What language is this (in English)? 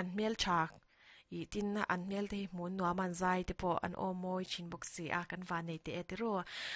Mizo